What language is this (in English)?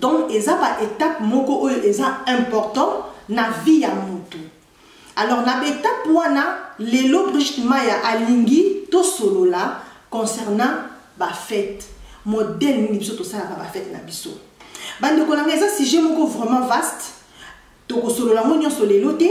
Lingala